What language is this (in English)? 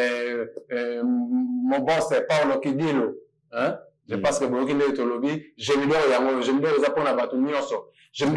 Lingala